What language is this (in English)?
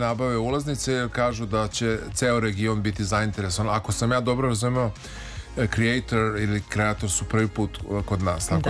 Serbian